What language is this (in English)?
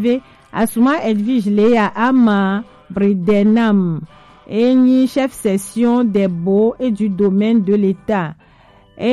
Gen